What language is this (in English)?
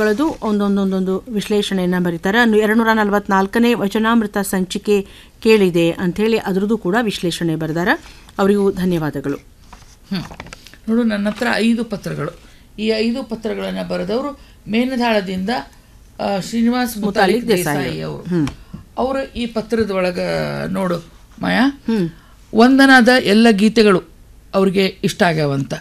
Kannada